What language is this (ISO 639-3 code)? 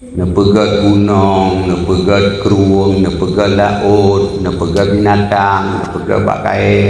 ace